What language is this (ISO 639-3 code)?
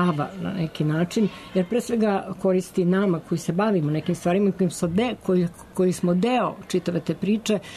srp